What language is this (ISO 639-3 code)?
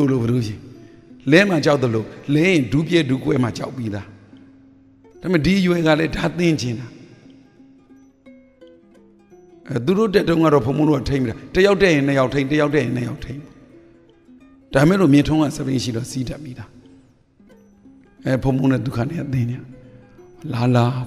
mya